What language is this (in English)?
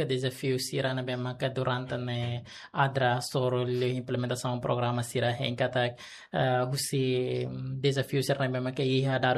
Tetum